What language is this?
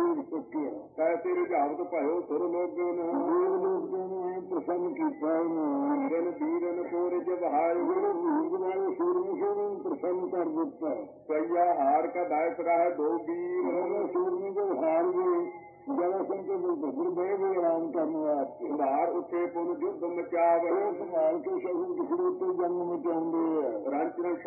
Punjabi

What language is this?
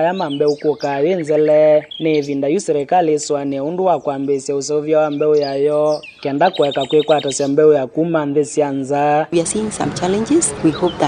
Kamba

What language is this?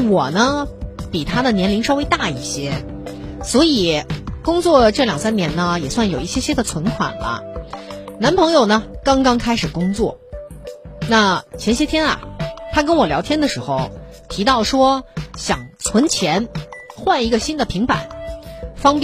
Chinese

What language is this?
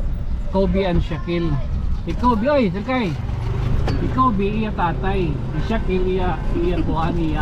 Waray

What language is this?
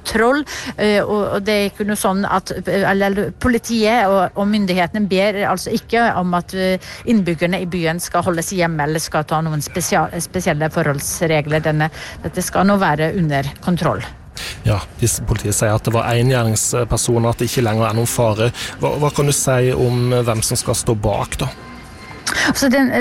Norwegian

